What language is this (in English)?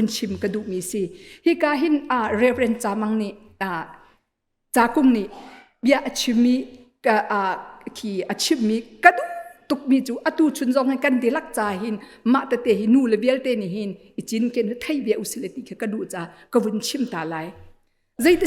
Hakha Chin